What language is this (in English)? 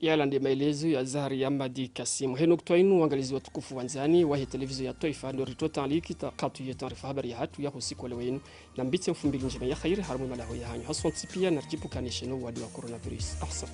Ngazidja Comorian